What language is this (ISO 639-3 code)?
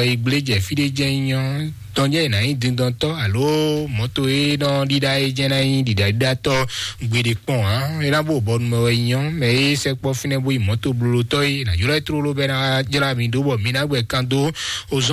fon